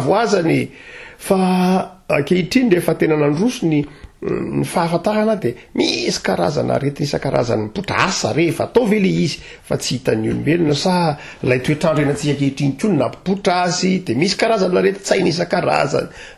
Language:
Malagasy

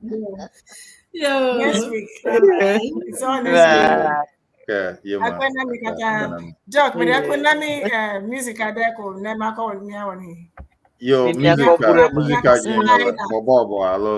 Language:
Ewe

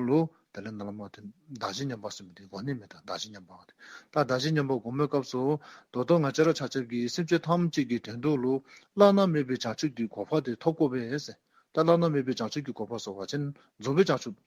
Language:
Dzongkha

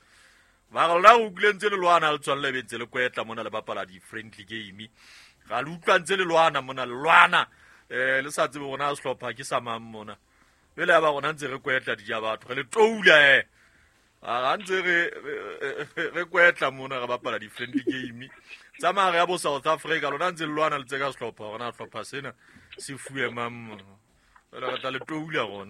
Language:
Southern Sotho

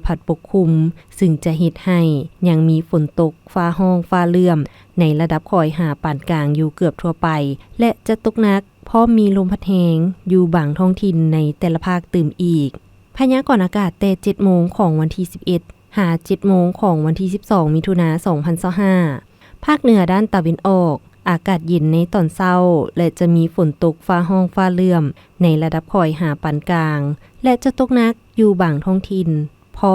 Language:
Lao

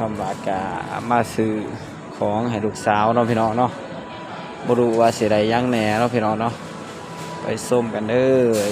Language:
Northeastern Thai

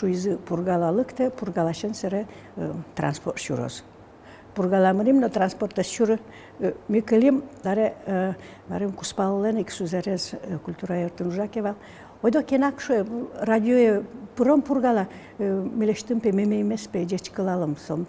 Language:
Udmurt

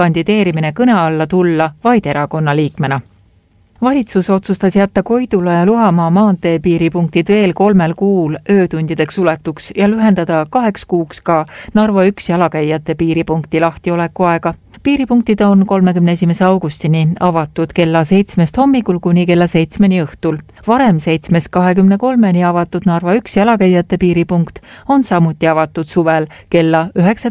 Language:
Estonian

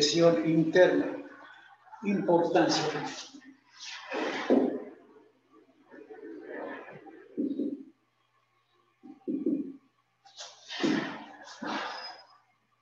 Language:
Spanish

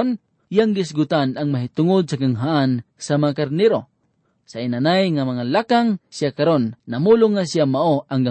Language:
Cebuano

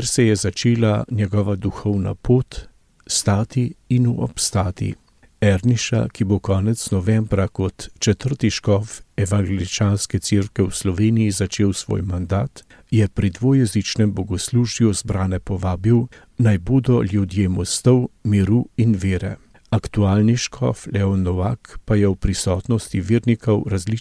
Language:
Slovenian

